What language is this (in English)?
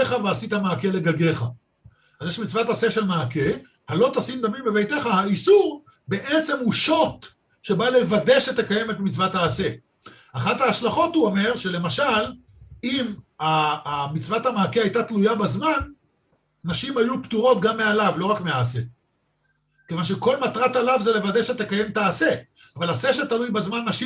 Hebrew